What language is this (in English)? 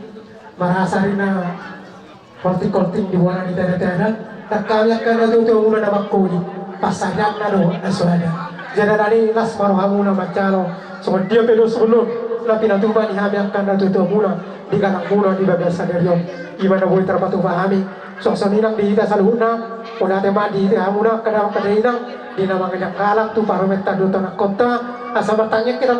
Batak Toba